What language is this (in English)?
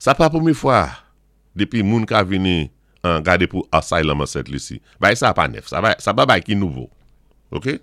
Saint Lucian Creole French